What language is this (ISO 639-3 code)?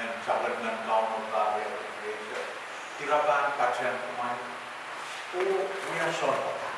pon